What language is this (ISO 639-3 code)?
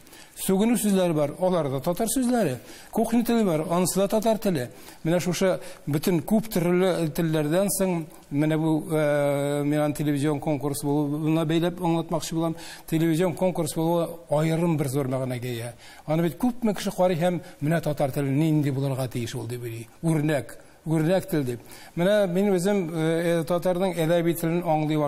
tat